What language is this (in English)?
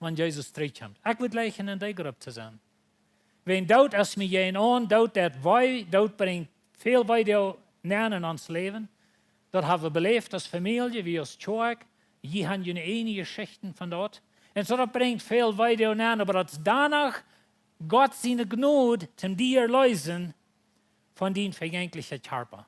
Plautdietsch